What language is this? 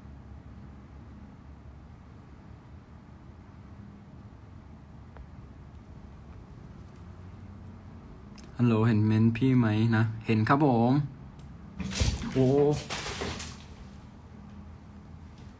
Thai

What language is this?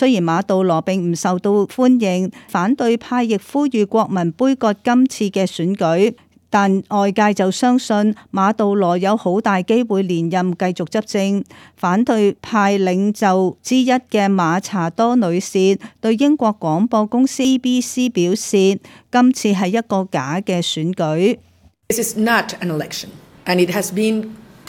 Cantonese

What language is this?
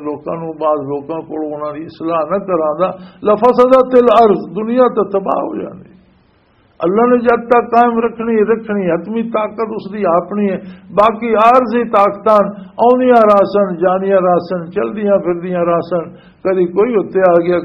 Western Panjabi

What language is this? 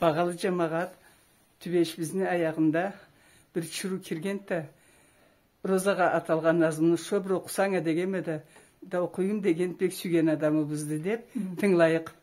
Karachay-Balkar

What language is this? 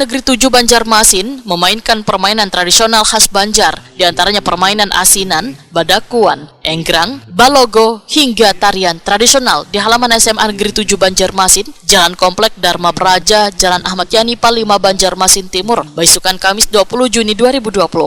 Banjar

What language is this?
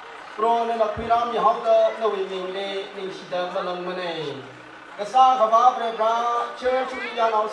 Tangkhul Naga (India)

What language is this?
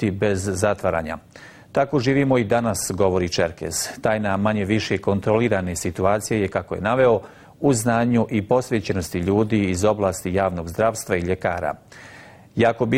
Bosnian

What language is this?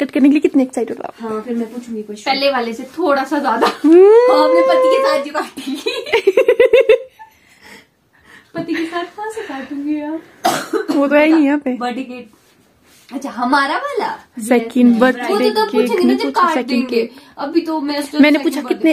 Hindi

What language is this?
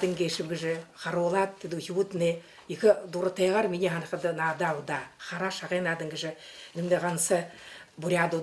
Buriat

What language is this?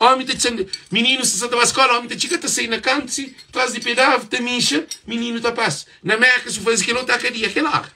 Kabuverdianu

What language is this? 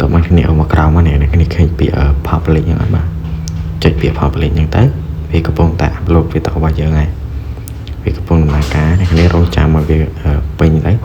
Khmer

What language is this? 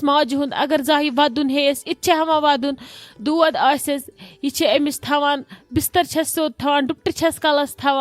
Kashmiri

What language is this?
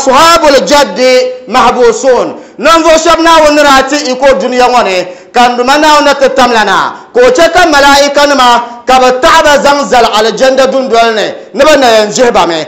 Dagbani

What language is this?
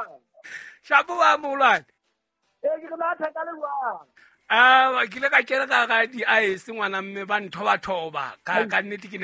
Southern Sotho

